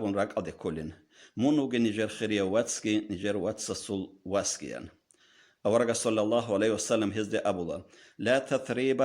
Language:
Avaric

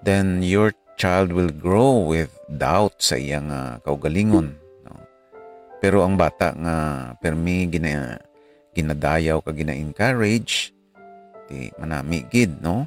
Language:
Hiligaynon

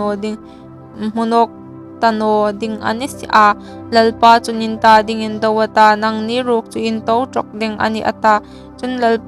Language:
Hmar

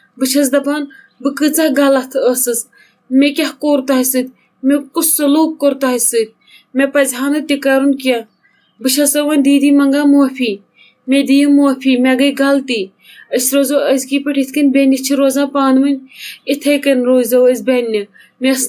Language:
Kashmiri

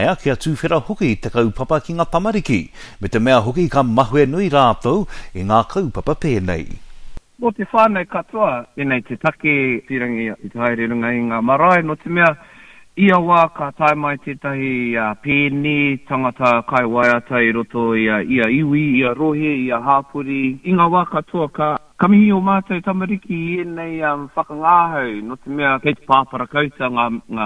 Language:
Māori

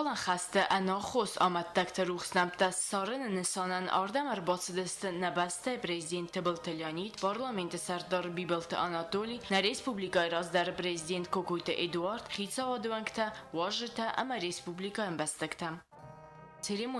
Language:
Ossetic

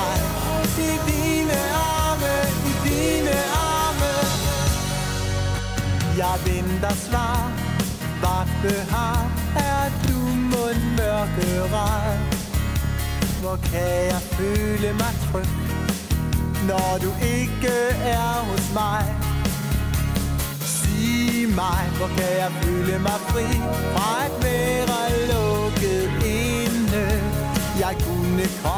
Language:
Danish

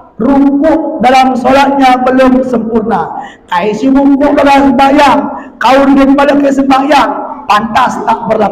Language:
Batak Alas-Kluet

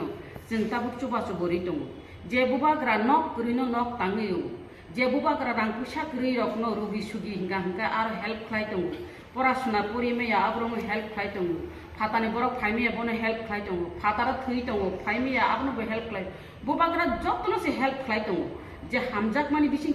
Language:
Kok Borok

